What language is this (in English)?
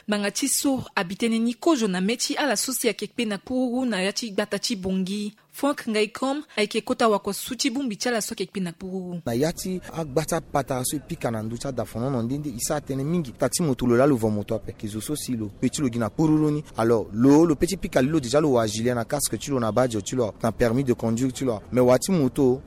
Sango